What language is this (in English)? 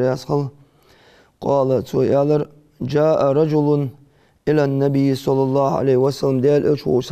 Ingush